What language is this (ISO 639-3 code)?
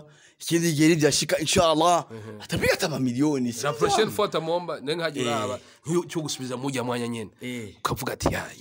run